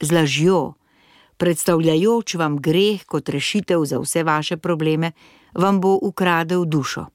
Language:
Slovenian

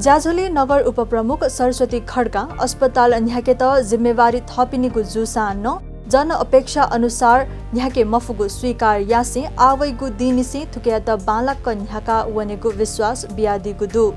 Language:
Newari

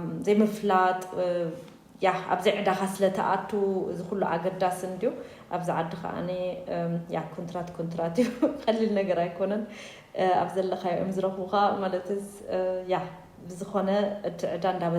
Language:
Tigrinya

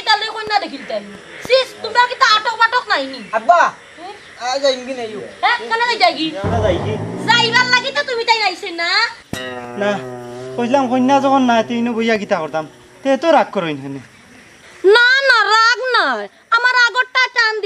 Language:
Sylheti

